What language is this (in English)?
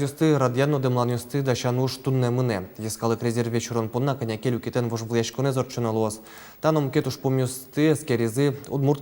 Udmurt